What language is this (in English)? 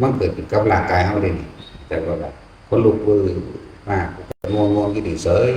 Northeastern Thai